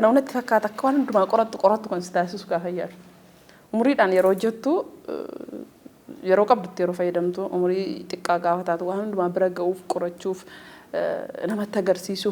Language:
Oromo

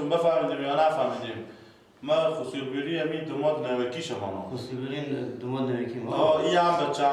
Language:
Persian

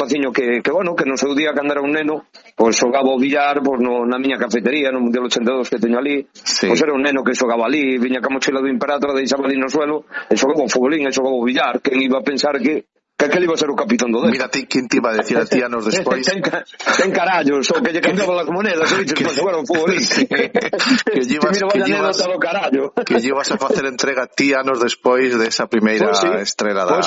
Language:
Galician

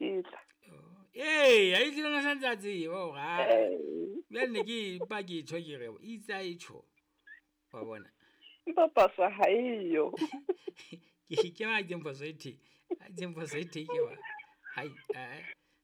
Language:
Southern Sotho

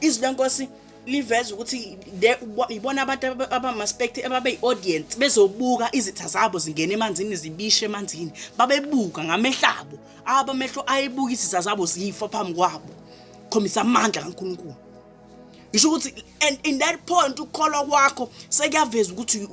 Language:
Zulu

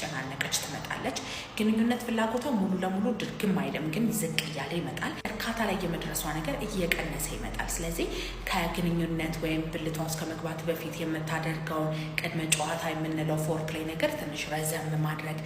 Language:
Amharic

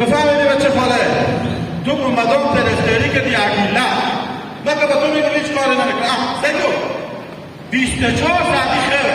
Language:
Hazaragi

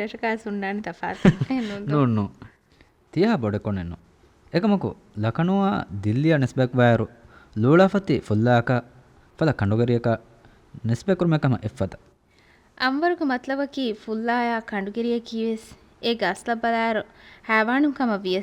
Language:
Divehi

